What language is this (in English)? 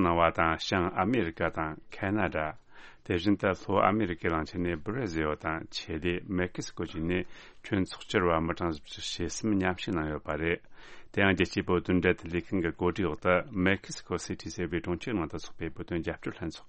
Tibetan